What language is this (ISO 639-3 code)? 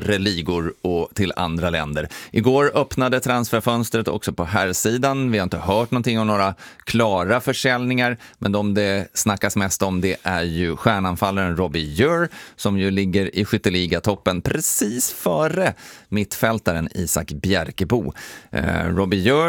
swe